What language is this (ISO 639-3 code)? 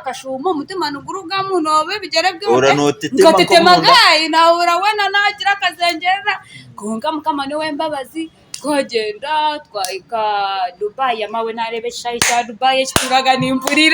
nyn